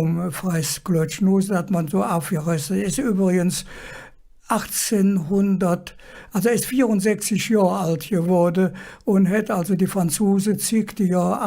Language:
Colognian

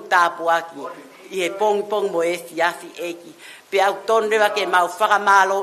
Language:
Tongan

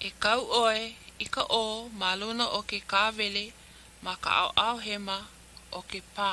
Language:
Hawaiian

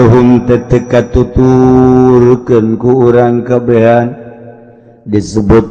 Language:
Sundanese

